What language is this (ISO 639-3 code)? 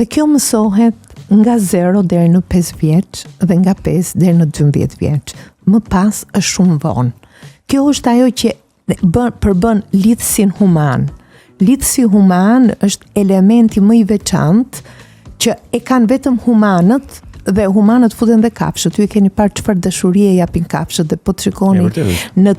sqi